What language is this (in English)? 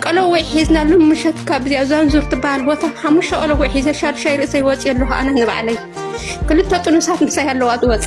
Tigrinya